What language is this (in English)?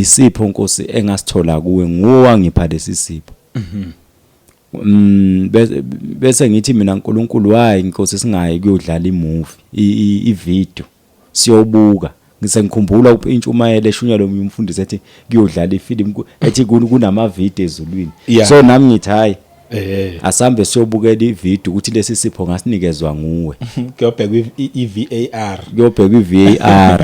Zulu